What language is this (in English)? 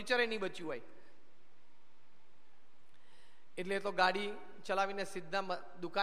Gujarati